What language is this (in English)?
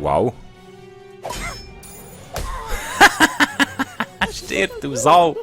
Swiss German